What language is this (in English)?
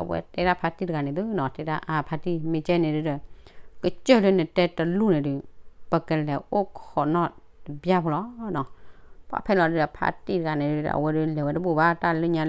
S'gaw Karen